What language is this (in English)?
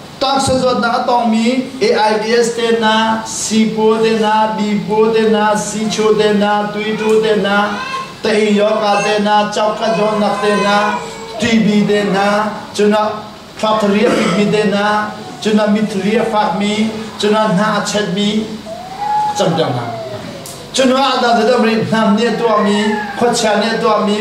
Hakha Chin